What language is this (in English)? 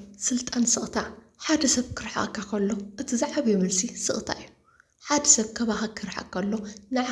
Tigrinya